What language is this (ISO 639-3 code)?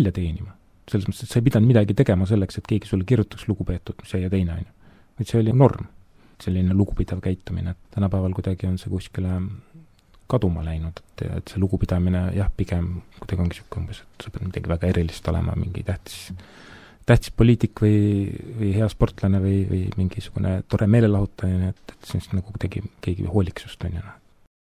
est